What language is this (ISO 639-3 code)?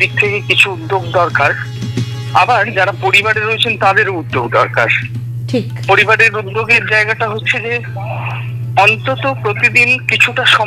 ben